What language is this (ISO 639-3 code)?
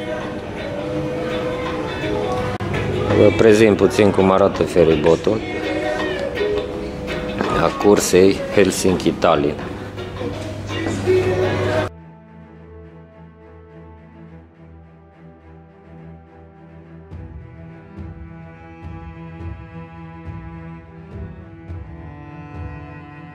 ron